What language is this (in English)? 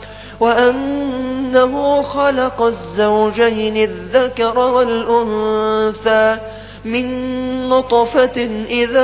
Arabic